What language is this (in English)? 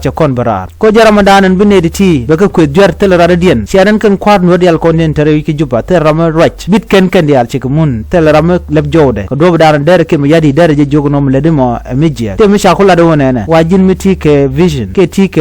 Nuer